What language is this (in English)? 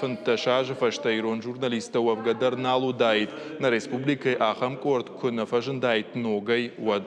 Ossetic